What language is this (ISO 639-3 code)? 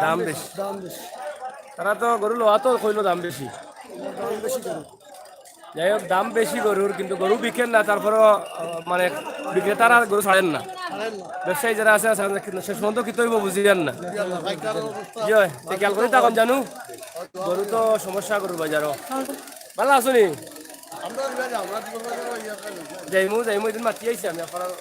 syl